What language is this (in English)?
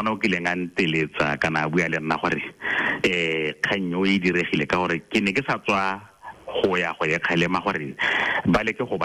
Tswana